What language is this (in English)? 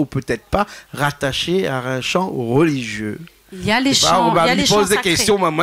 Réunion Creole French